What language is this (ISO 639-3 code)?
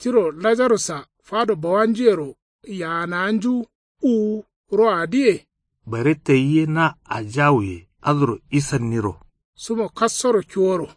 kau